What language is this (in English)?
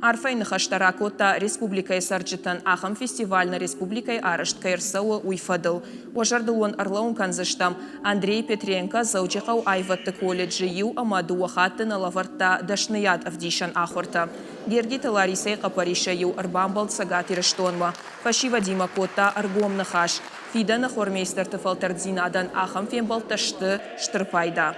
Ossetic